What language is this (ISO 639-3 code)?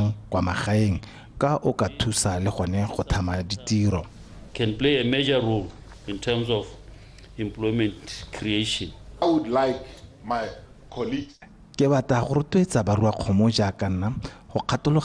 tsn